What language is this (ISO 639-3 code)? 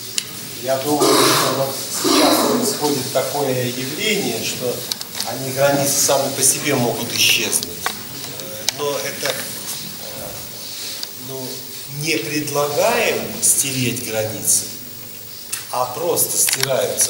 rus